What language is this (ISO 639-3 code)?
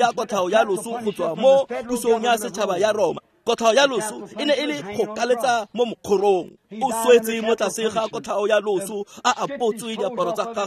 tsn